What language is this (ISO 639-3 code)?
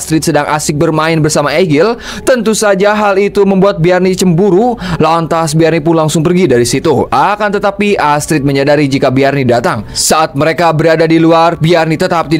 ind